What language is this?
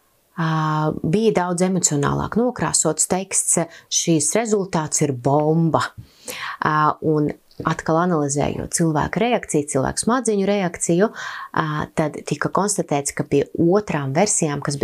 Latvian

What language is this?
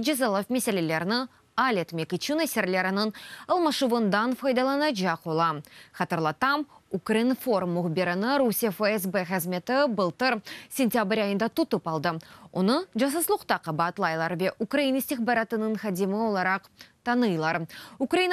Crimean Tatar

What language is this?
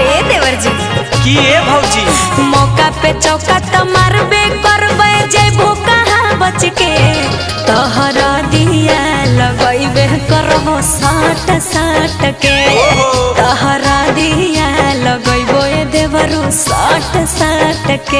Magahi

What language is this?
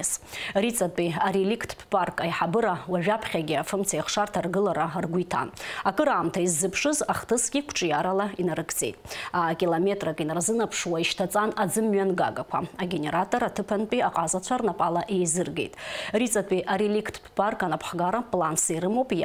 Abkhazian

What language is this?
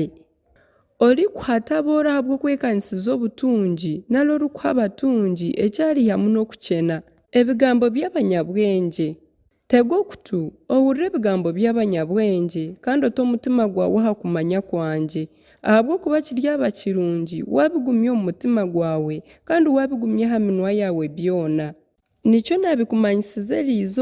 Nyankole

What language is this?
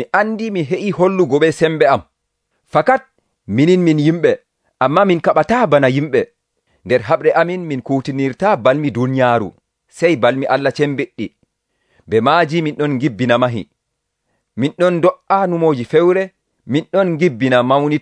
Nigerian Fulfulde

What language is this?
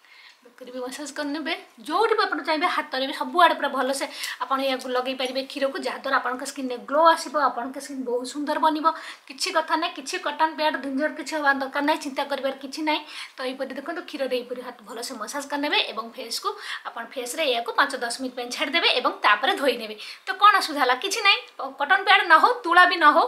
Odia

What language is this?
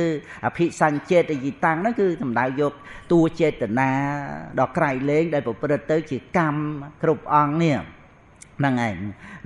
Khmer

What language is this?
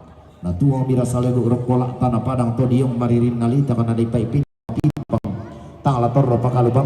Toraja-Sa'dan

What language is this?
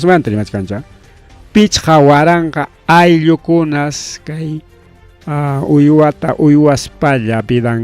Ayacucho Quechua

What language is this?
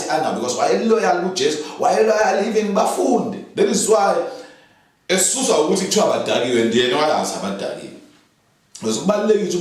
Zulu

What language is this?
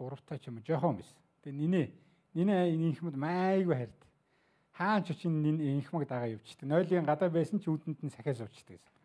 Mongolian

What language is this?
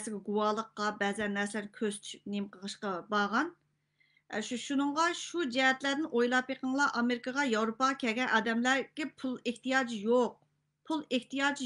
Uyghur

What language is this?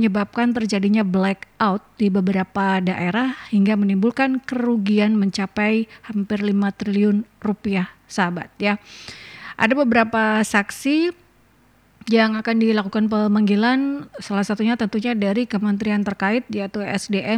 Indonesian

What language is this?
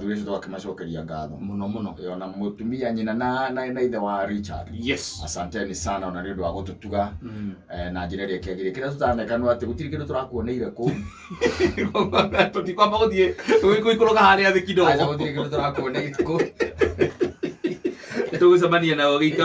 Kikuyu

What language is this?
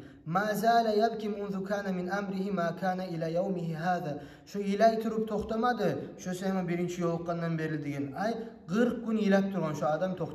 Kumyk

